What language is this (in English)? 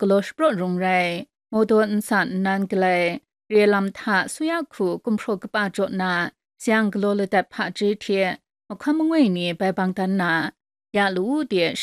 Kachin